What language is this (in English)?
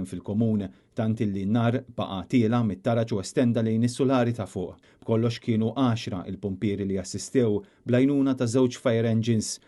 Maltese